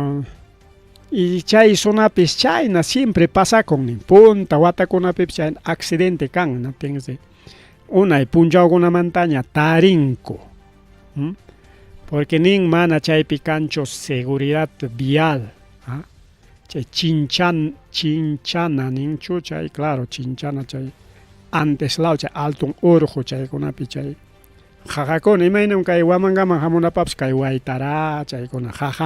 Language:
Ayacucho Quechua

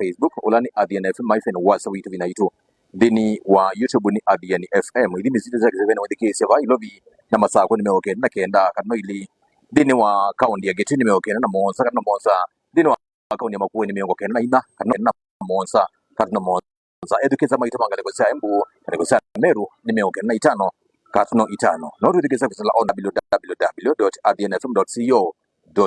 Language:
Kamba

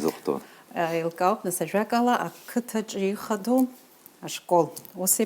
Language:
Abkhazian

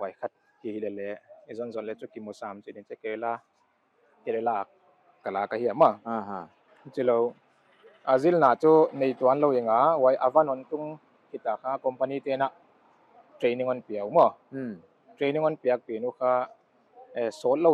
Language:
Paite Chin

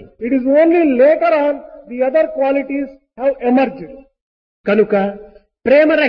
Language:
Telugu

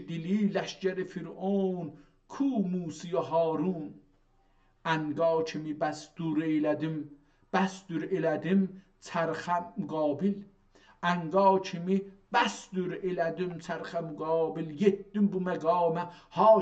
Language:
South Azerbaijani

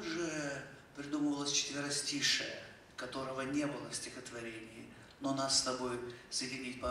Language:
Russian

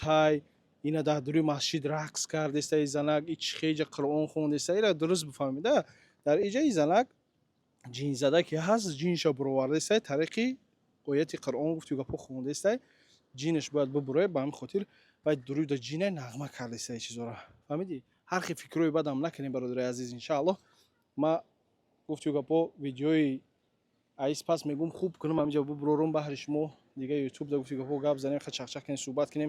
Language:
Tajik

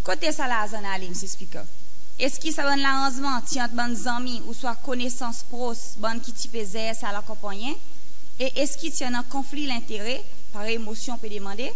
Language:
Seselwa Creole French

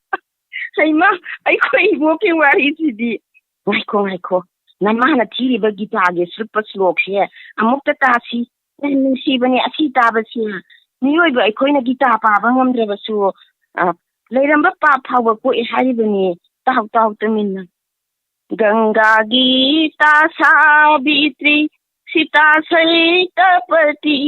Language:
Manipuri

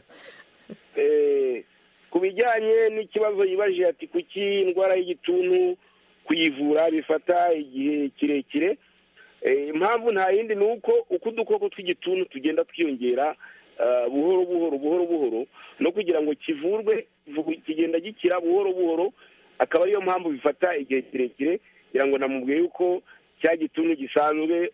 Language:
Kinyarwanda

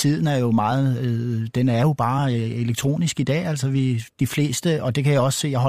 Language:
Danish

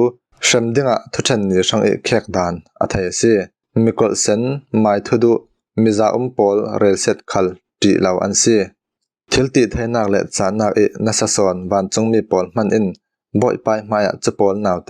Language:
Falam Chin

